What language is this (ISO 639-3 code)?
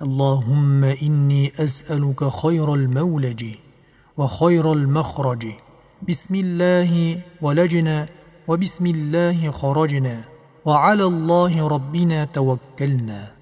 uzb